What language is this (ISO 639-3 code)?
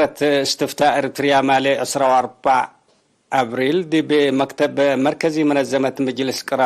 tig